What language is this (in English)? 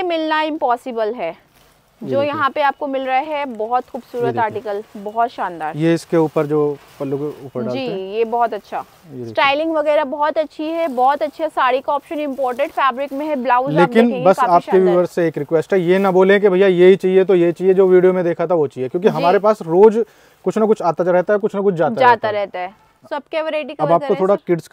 Hindi